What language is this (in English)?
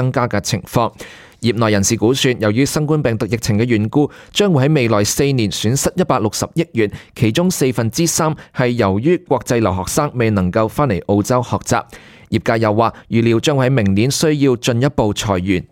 Cantonese